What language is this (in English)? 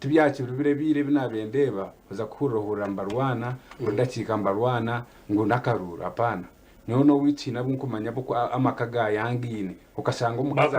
Nyankole